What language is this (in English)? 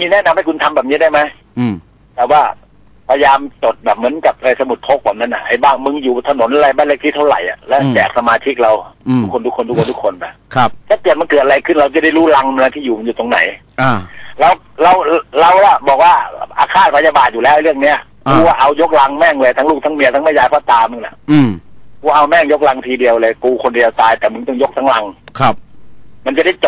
Thai